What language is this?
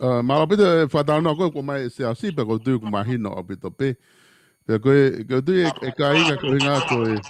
Tongan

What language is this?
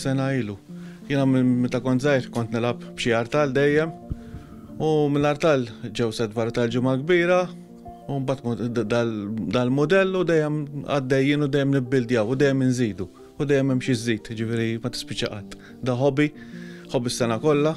Maltese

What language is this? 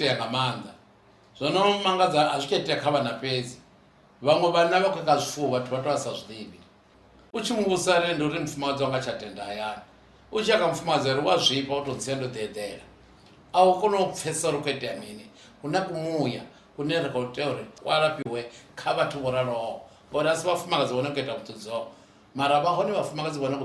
Venda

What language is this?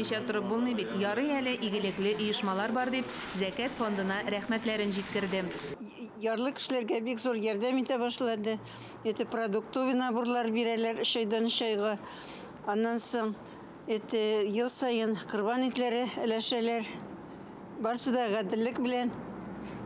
Tatar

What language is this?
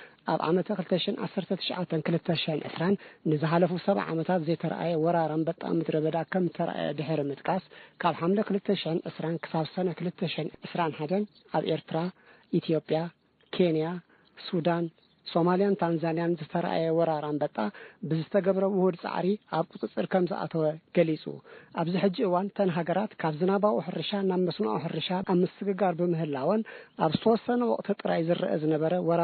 Tigrinya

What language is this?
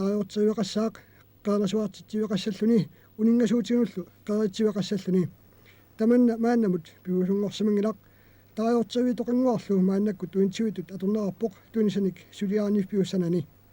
Kalaallisut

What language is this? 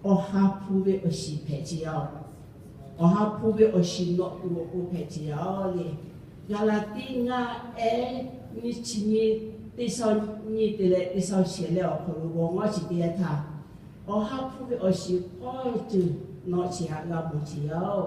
Lahu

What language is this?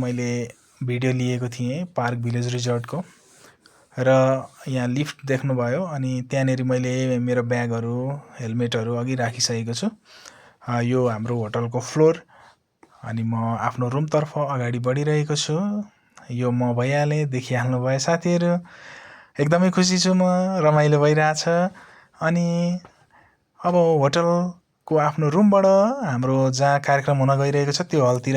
Nepali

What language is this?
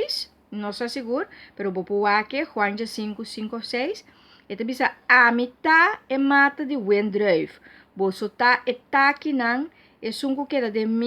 Papiamento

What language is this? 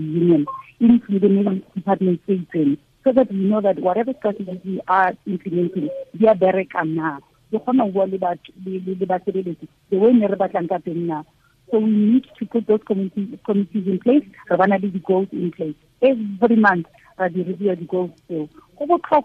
Tswana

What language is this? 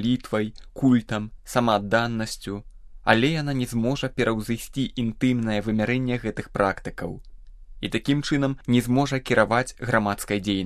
Belarusian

